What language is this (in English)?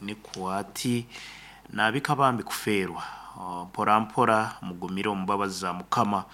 Nyankole